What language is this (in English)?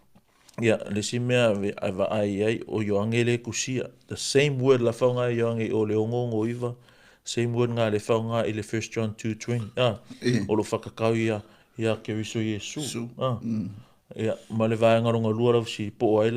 Samoan